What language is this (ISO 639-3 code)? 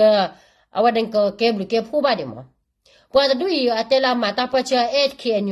ksw